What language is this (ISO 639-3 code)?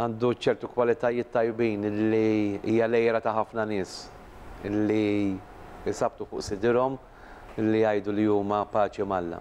mlt